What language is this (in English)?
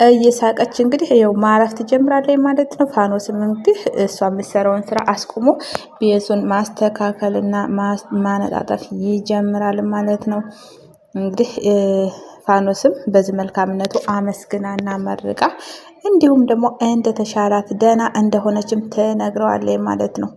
Amharic